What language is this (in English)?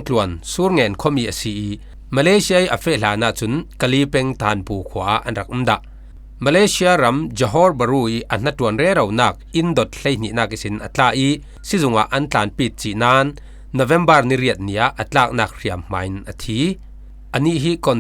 Falam Chin